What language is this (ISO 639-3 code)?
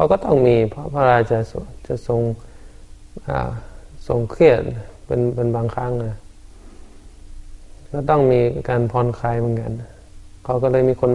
tha